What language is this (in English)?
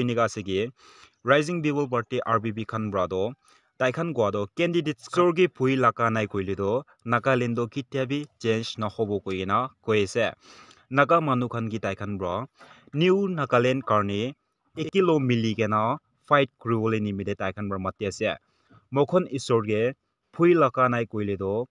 Naga Pidgin